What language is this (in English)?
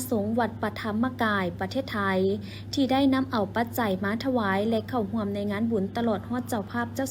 Lao